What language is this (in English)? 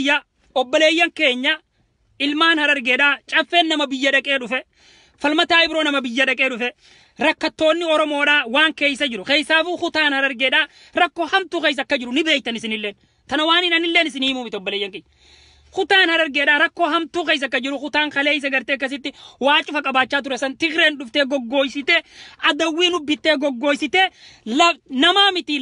Oromo